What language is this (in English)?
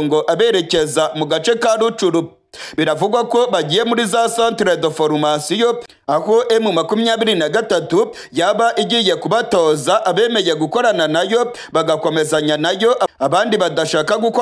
Kinyarwanda